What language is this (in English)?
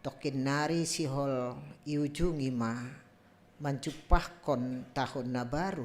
Batak Simalungun